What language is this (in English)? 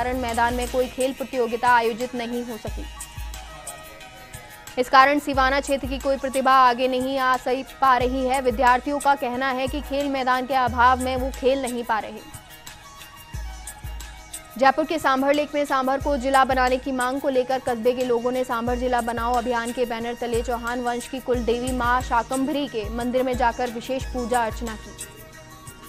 Hindi